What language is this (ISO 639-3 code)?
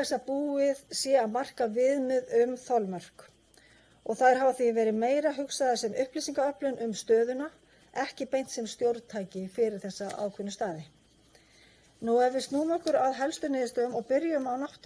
isl